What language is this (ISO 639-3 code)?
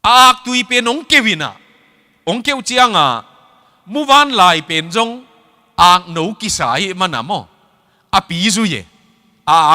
ctd